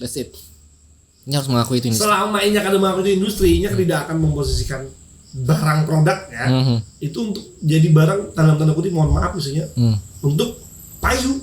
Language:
Banjar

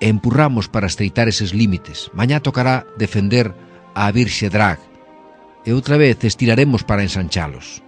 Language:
Galician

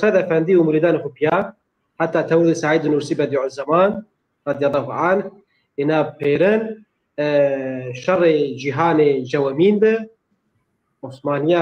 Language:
Zaza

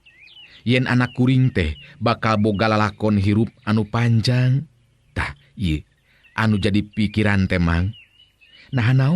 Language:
Sundanese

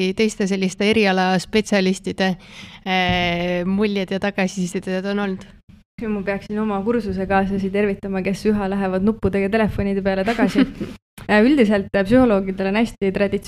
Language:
Estonian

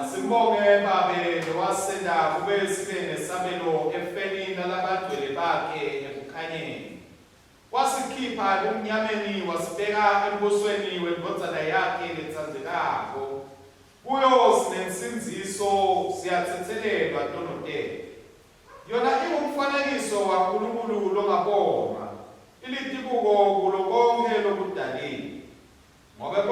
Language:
Swati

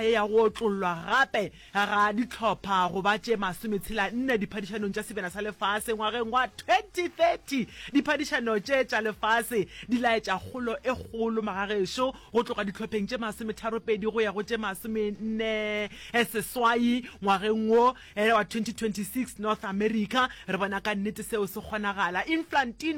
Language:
Northern Sotho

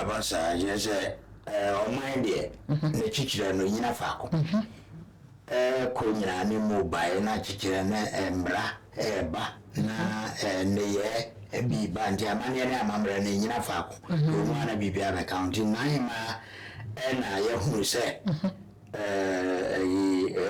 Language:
Akan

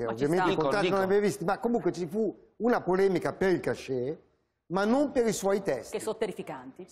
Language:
Italian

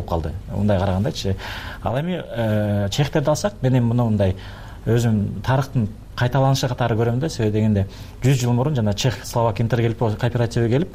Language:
Kyrgyz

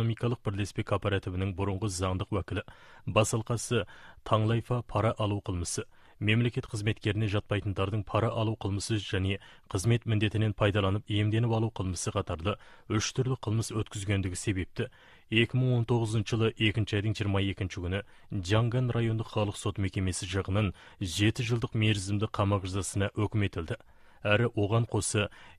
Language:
Kazakh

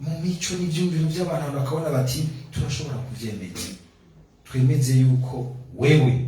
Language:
Rundi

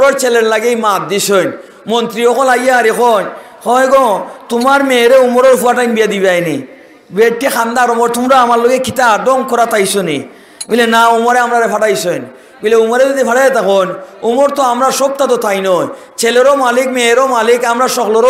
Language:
Sylheti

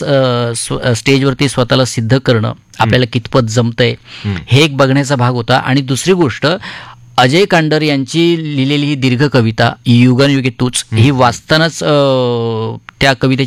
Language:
Marathi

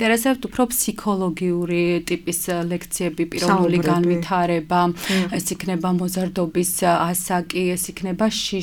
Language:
Georgian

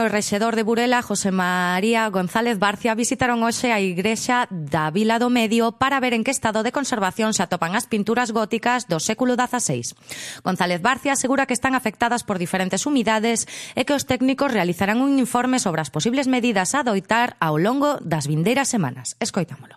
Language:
Galician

